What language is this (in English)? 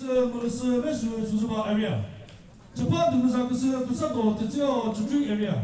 Chokri Naga